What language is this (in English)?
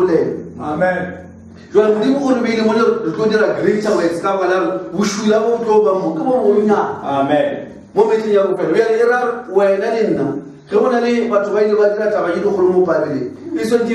Northern Sotho